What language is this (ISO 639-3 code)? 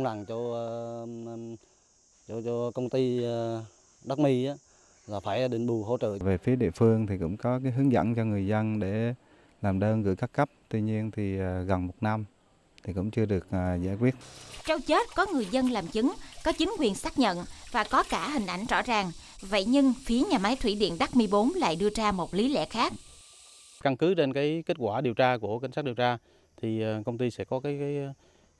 vie